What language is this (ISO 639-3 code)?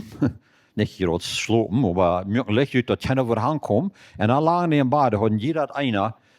pdt